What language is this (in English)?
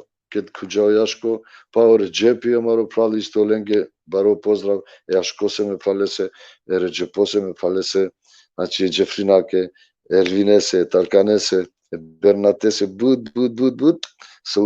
Balkan Romani